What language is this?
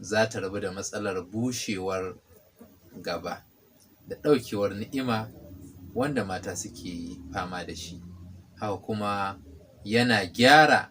Hausa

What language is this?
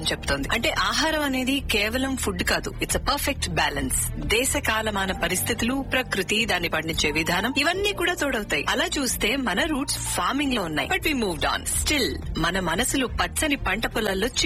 Telugu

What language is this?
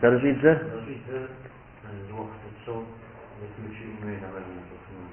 Kabardian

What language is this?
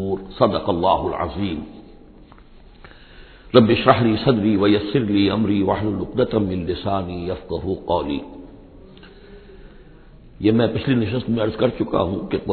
Urdu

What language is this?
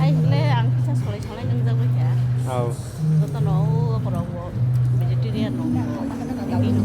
Kok Borok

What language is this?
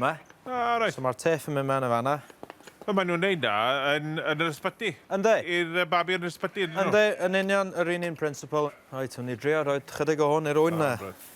Welsh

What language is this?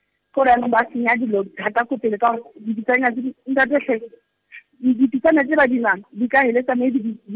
Tswana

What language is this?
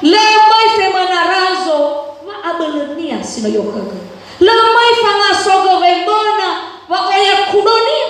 Nias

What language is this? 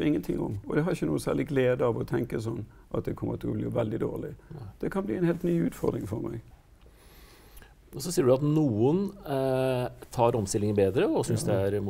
Norwegian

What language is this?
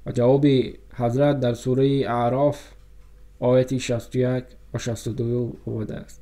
Tajik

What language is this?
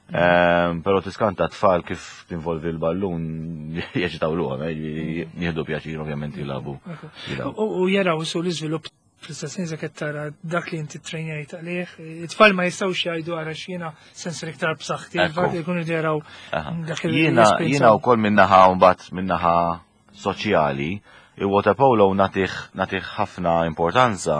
Maltese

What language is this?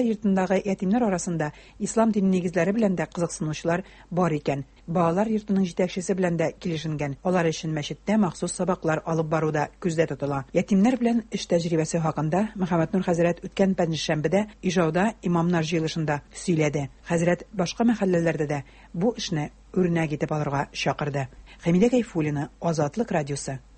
Tatar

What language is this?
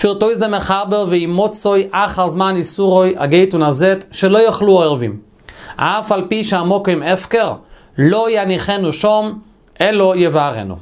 Yiddish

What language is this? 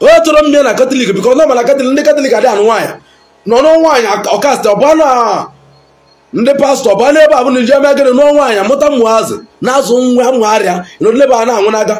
Igbo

